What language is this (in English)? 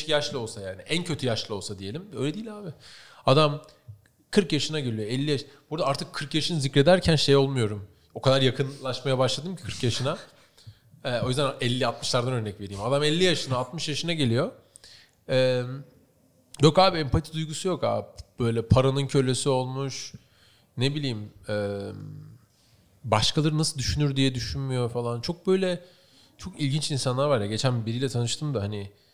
Turkish